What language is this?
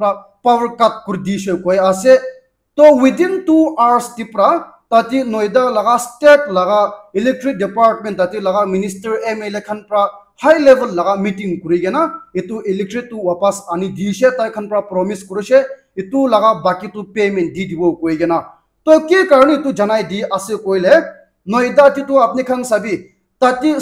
Naga Pidgin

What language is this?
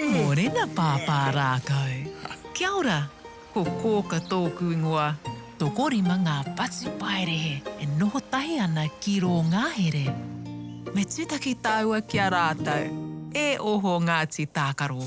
Māori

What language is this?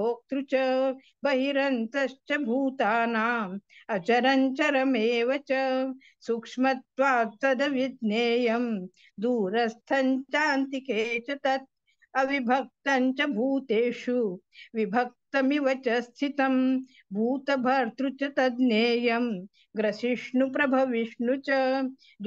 Sanskrit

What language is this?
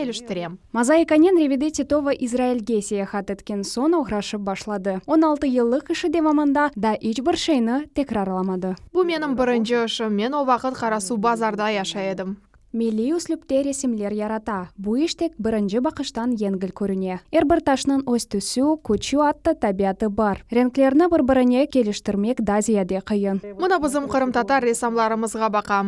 Crimean Tatar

